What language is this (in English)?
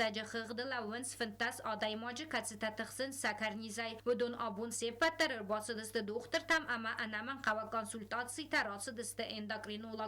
Ossetic